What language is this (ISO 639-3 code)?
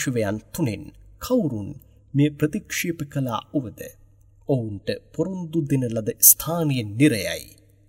sin